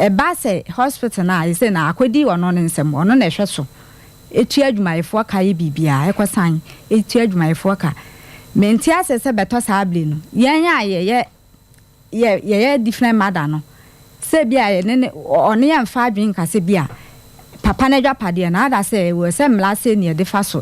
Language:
Akan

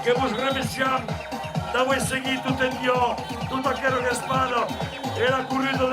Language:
Occitan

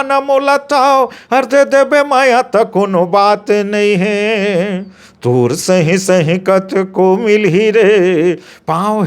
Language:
Chhattisgarhi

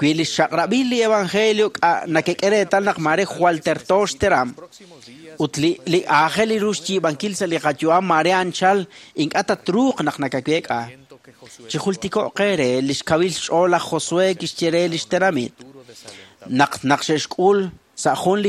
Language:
Kekchí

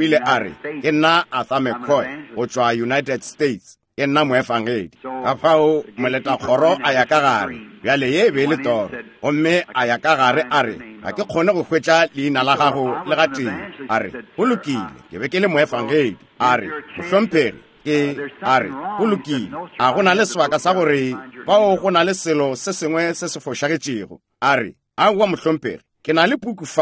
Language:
Northern Sotho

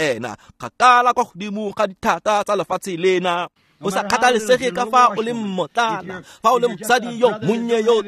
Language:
Tswana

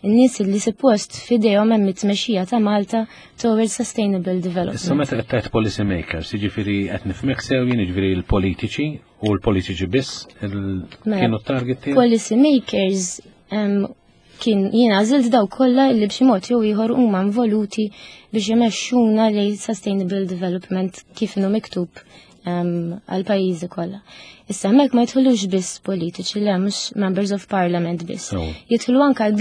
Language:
Maltese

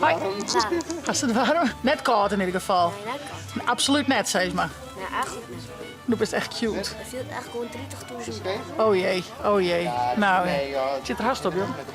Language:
Western Frisian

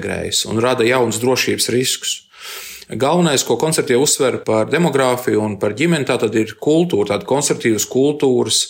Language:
Latvian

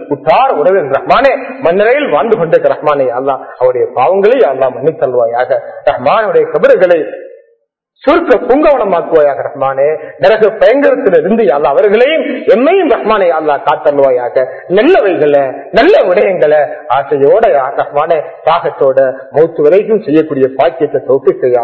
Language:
Tamil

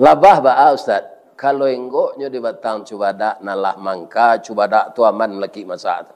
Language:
Minangkabau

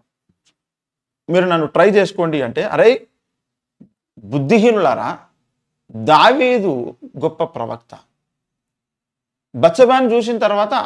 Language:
Telugu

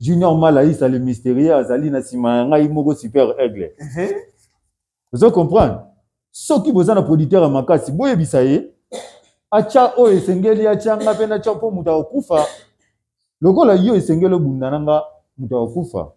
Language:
Lingala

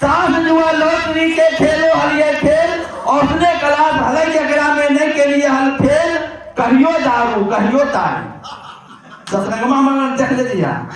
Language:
Magahi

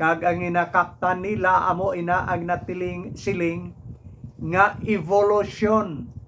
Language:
Hiligaynon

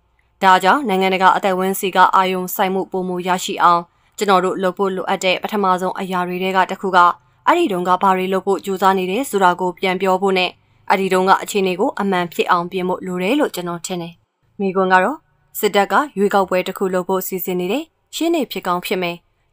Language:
Burmese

